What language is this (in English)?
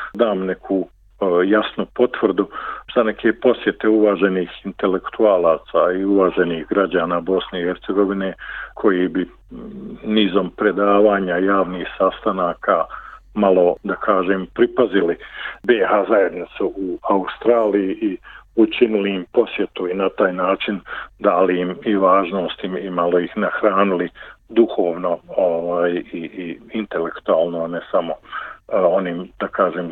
Bosnian